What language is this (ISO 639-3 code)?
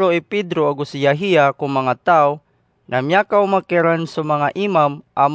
mrw